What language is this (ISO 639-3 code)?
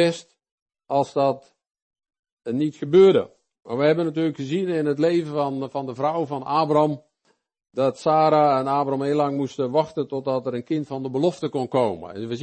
nld